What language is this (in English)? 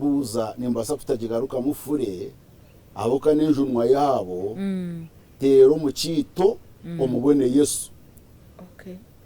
Nyankole